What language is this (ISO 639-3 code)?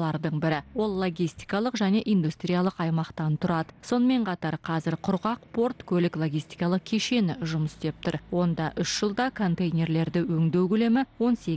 kaz